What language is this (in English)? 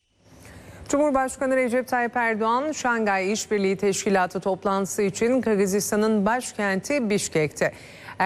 Turkish